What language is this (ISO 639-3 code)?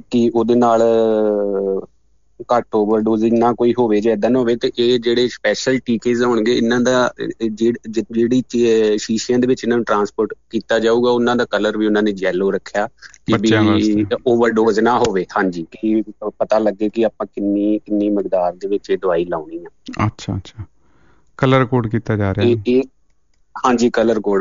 pan